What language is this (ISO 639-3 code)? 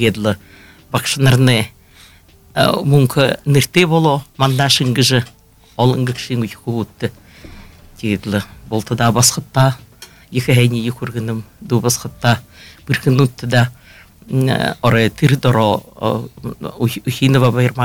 bua